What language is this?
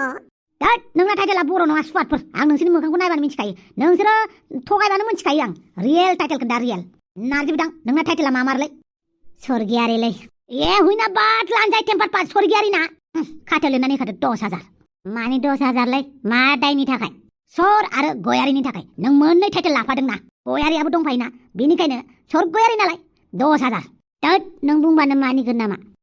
Bodo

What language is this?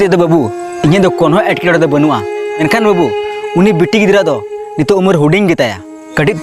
Santali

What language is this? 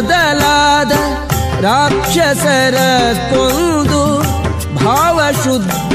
Kannada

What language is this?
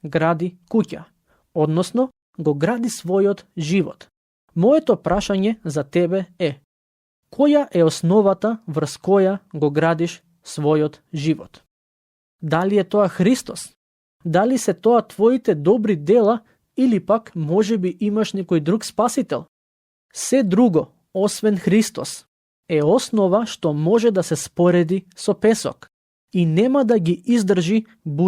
Macedonian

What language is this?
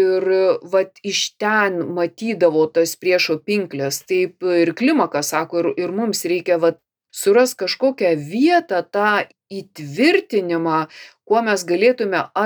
Lithuanian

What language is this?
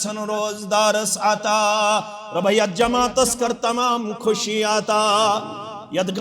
Kashmiri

